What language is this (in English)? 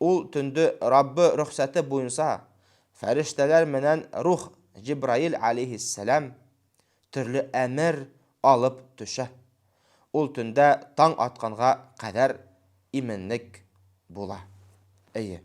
Bashkir